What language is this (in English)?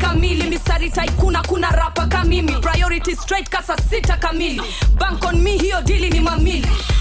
Swahili